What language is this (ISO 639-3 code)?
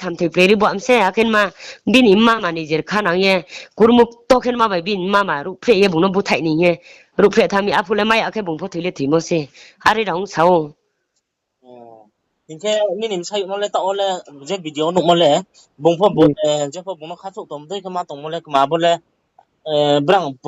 ria